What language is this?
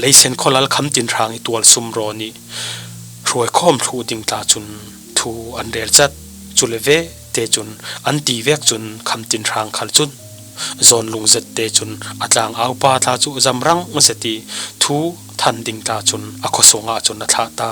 Falam Chin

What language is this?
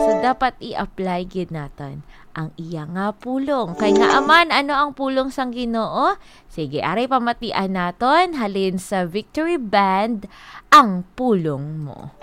Hiligaynon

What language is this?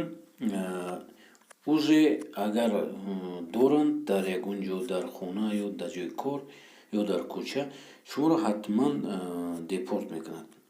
Tajik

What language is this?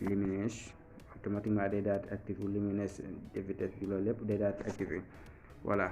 Wolof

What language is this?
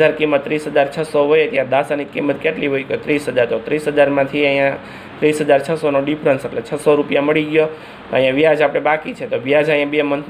Gujarati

